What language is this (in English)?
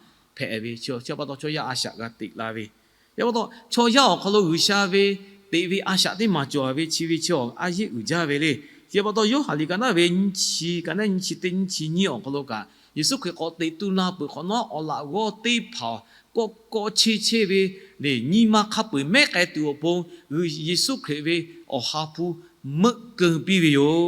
Lahu